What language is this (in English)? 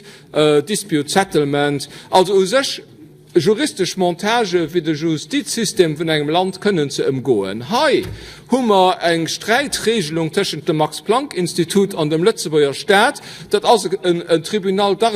Luxembourgish